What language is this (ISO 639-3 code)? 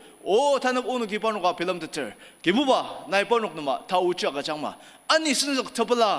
njo